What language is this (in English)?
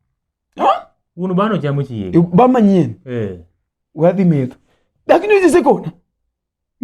Luo (Kenya and Tanzania)